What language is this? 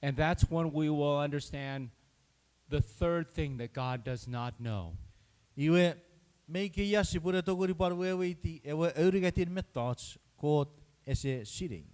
Chuukese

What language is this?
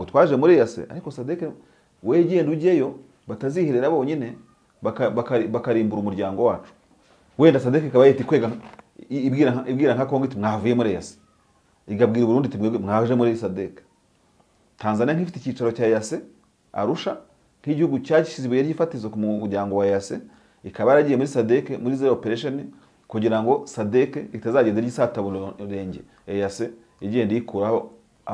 Kinyarwanda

